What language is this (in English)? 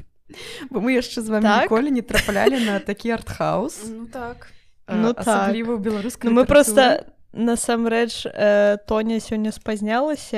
Belarusian